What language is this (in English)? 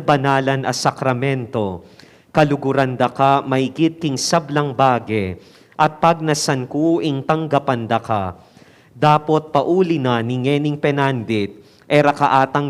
Pampanga